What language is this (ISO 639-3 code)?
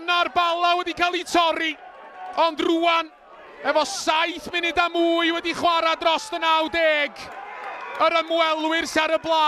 cym